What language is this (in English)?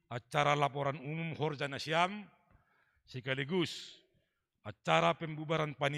Batak Simalungun